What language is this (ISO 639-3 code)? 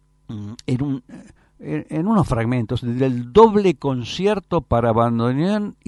spa